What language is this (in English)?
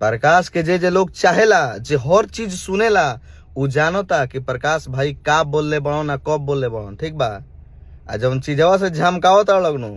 Bhojpuri